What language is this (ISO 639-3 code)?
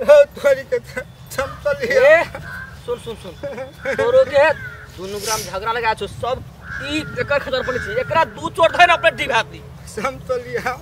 mai